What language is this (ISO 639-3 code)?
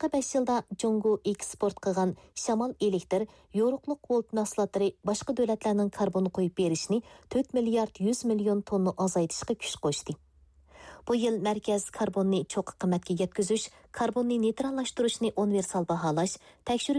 uig